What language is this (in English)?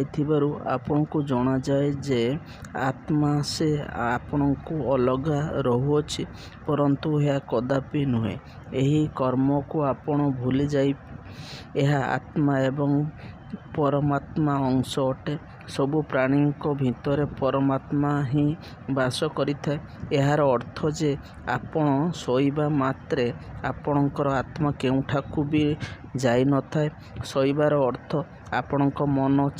Odia